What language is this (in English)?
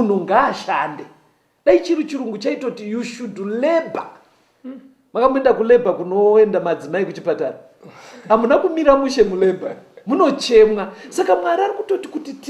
Shona